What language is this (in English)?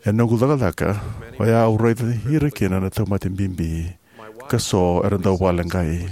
Fijian